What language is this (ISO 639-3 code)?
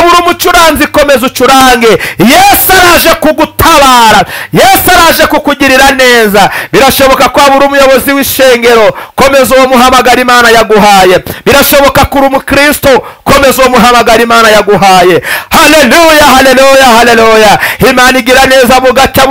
kin